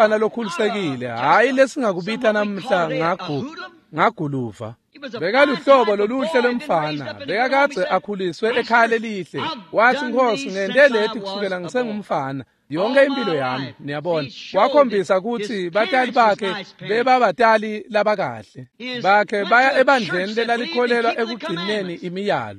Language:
Swati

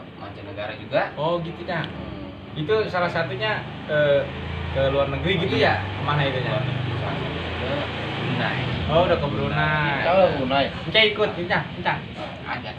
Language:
Betawi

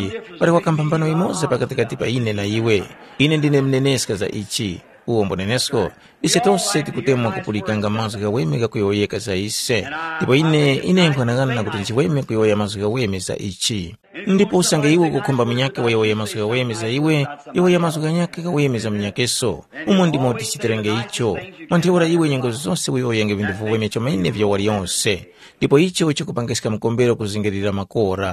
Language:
Tumbuka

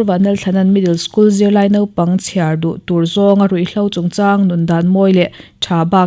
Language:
Mizo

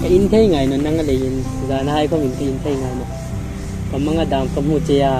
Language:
Hmar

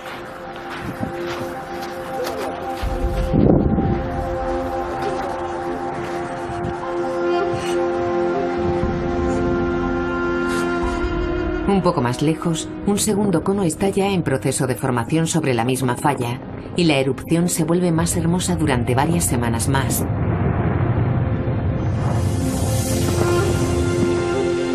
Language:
Spanish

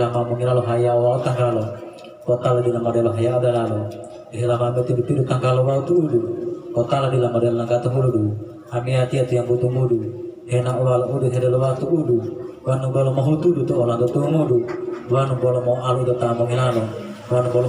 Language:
Gorontalo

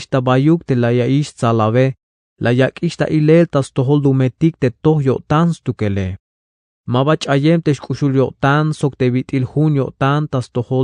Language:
Tzeltal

